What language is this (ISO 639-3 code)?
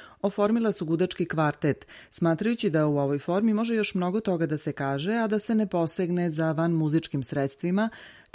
srp